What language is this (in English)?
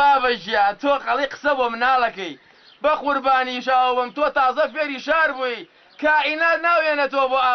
Central Kurdish